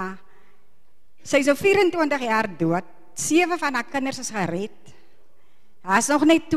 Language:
Afrikaans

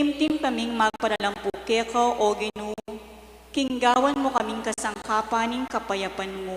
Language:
Pampanga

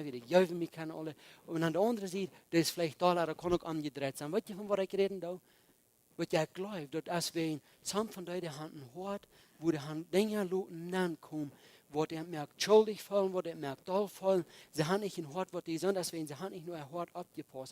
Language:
Plautdietsch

